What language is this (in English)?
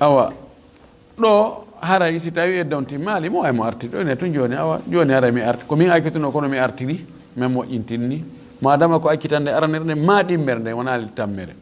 Fula